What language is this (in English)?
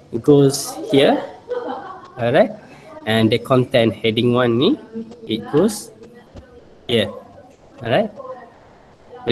Malay